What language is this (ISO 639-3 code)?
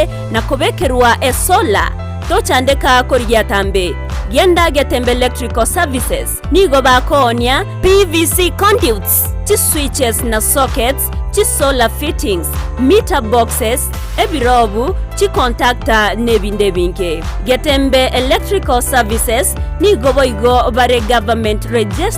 guz